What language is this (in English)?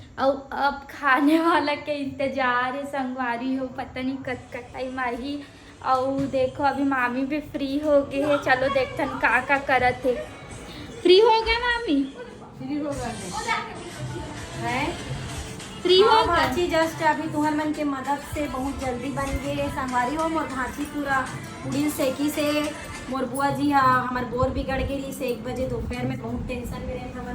Chhattisgarhi